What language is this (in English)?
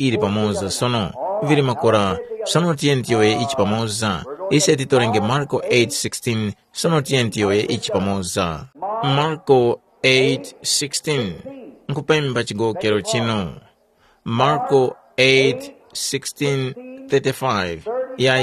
Tumbuka